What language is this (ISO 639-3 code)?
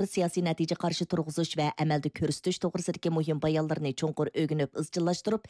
uig